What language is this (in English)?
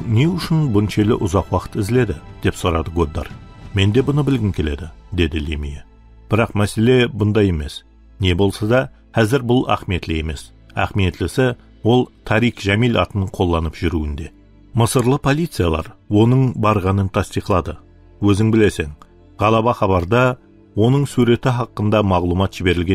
Kara-Kalpak